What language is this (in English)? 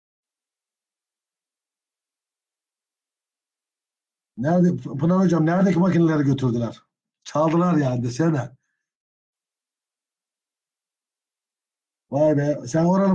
Turkish